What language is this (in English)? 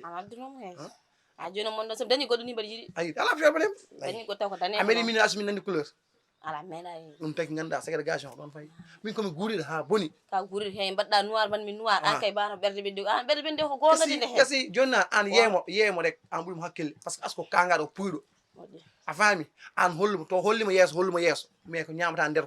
Fula